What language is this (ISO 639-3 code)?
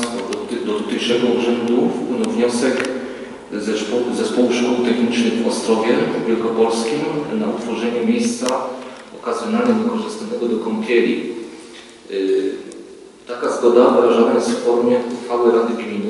pol